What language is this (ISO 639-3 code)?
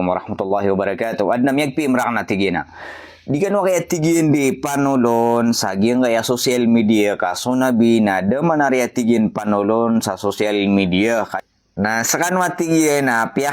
mrw